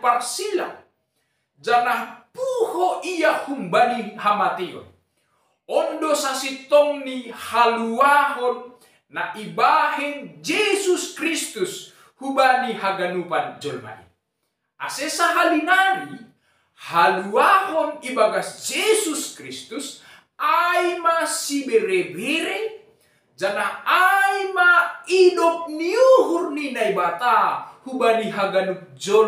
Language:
Batak Simalungun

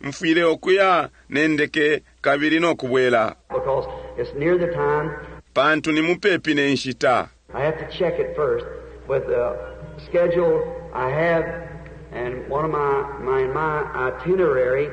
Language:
Bemba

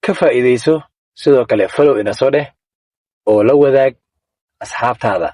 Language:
Somali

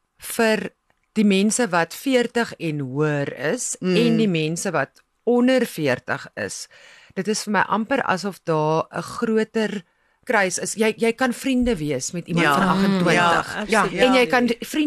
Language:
Afrikaans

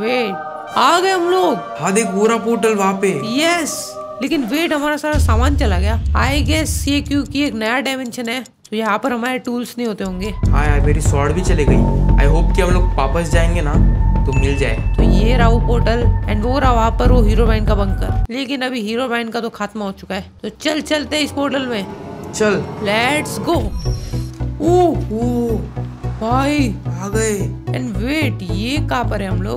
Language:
Hindi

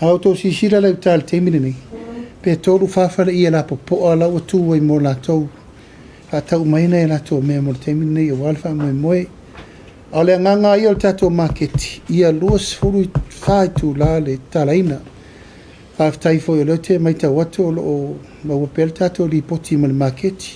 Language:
Samoan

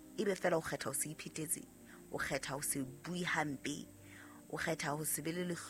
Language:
Southern Sotho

